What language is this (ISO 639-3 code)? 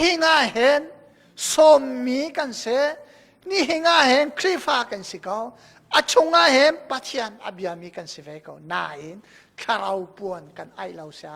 cnh